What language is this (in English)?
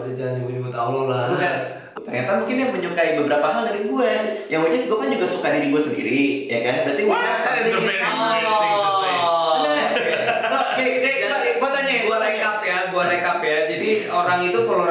Indonesian